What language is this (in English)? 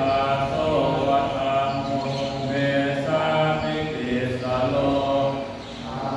Pali